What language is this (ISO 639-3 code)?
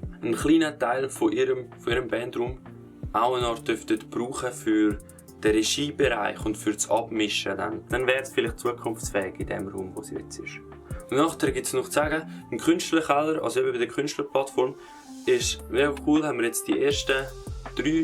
gsw